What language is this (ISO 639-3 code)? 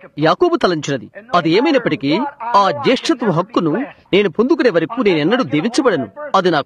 tel